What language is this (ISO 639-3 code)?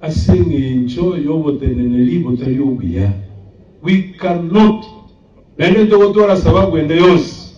guz